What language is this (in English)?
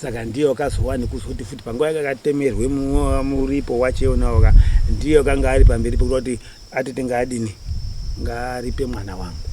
Shona